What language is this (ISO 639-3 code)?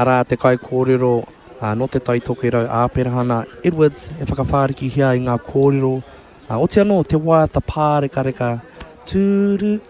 mri